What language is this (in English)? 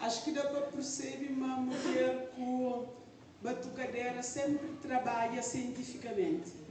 Kabuverdianu